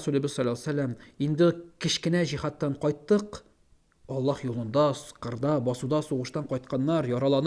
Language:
Tatar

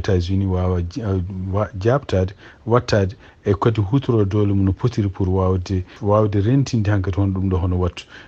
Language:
Fula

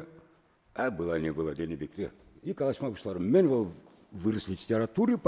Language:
Chuvash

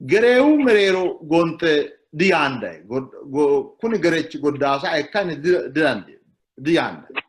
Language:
Sidamo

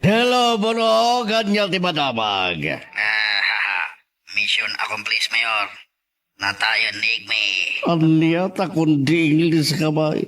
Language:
Iloko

